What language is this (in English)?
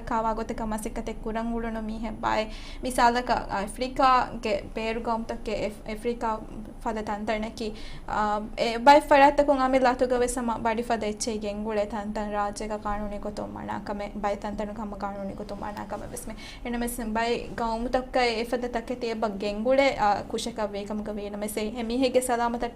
Divehi